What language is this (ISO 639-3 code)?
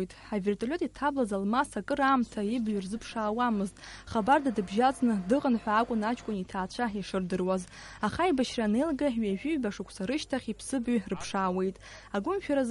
abk